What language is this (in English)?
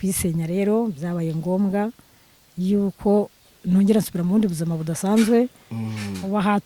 Kinyarwanda